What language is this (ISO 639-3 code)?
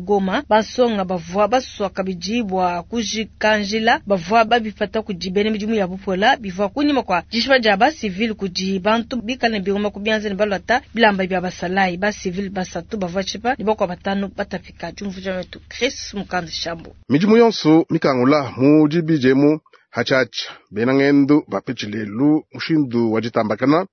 lua